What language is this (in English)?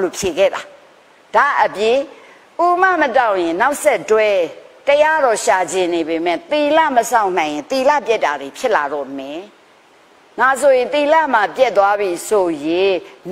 Burmese